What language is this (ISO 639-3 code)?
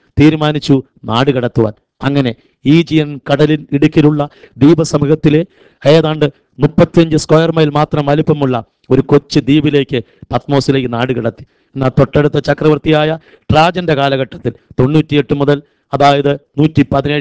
mal